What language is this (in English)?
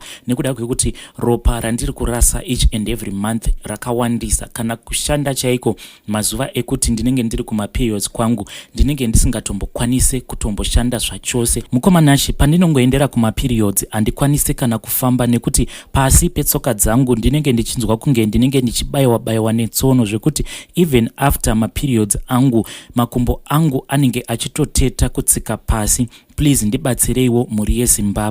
Shona